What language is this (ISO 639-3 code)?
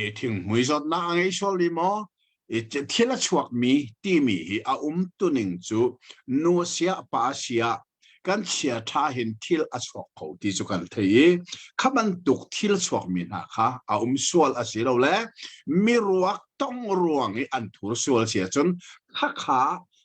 cnh